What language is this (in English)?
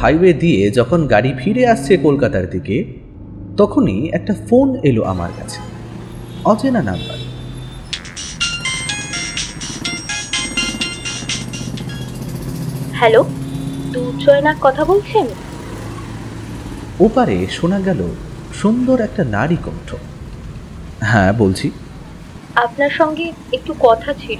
Bangla